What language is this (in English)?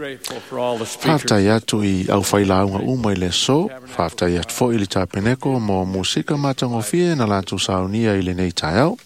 Samoan